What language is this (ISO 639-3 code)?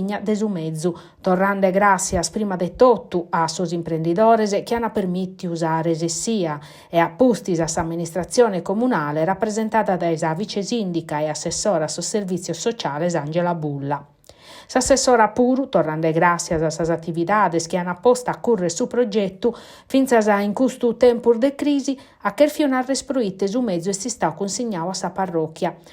srd